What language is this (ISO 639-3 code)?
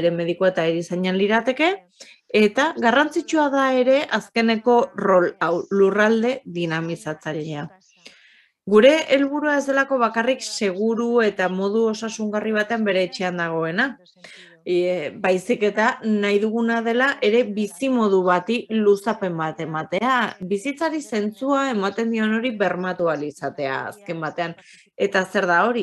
eus